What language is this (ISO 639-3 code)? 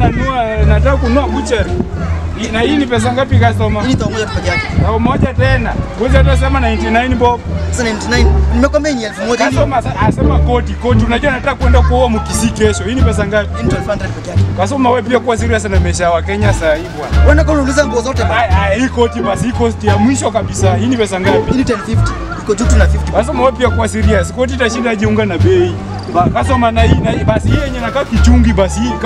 swa